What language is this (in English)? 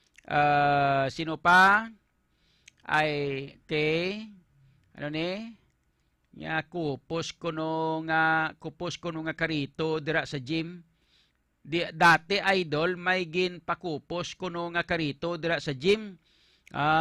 Hiligaynon